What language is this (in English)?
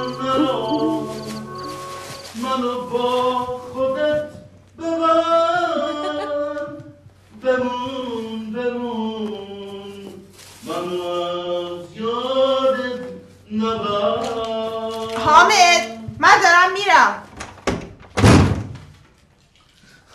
Persian